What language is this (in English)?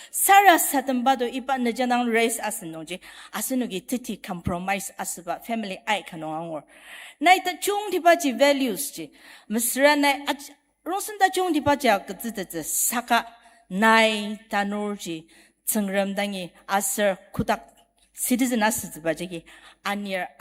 Ao Naga